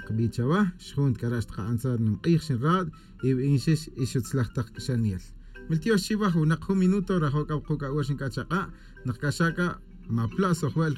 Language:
Kaqchikel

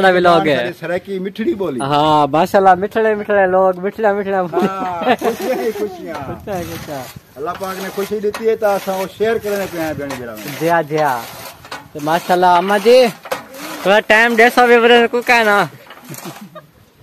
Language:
Saraiki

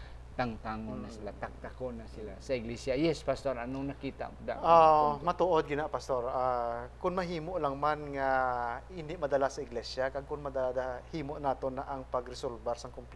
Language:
Hiligaynon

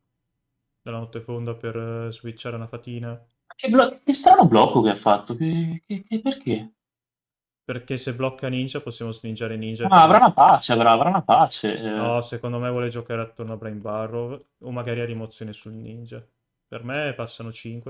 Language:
Italian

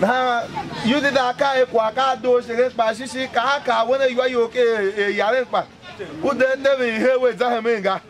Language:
Tiv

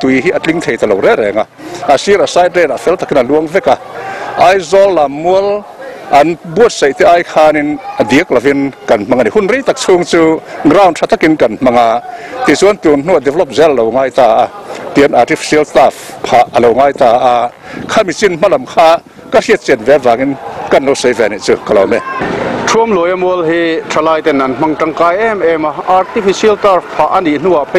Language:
Mizo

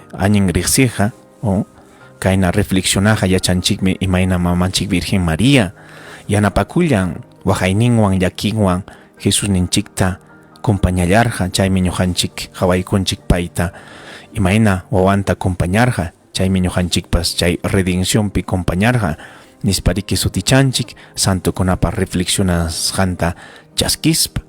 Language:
Ayacucho Quechua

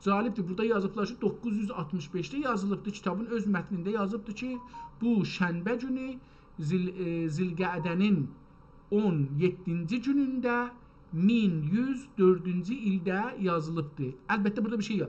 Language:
South Azerbaijani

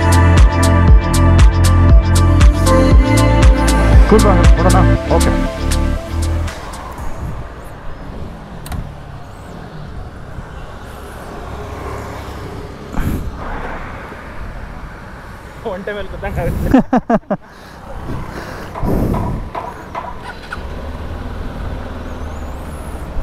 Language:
Kannada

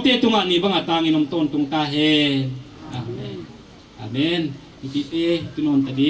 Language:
Paite Chin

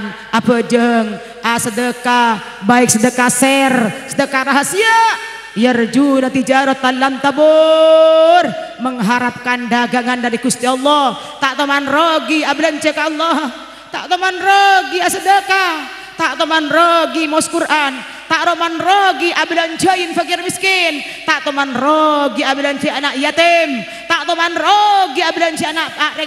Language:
Madurese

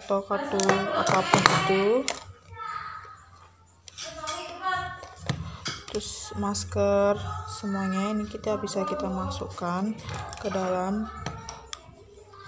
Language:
Indonesian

